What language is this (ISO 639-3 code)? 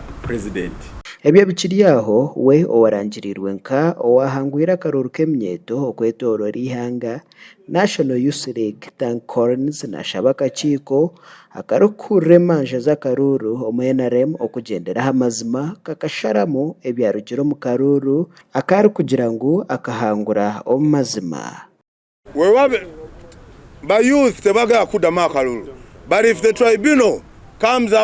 nyn